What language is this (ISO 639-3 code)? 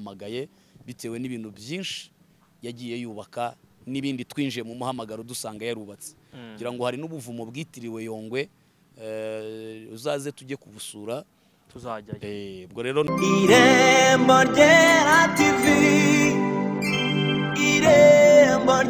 kin